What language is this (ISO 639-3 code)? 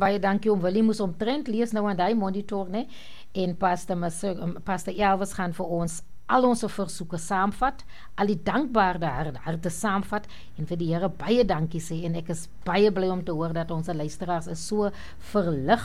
afr